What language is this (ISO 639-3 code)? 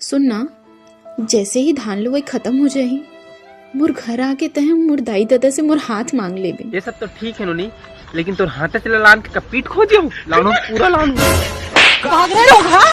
hne